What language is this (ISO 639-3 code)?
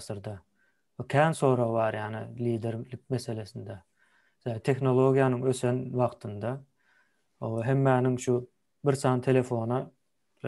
tuk